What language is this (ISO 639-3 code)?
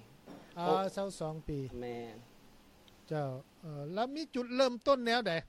lao